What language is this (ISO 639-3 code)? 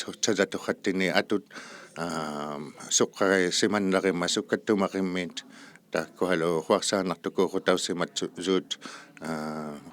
iku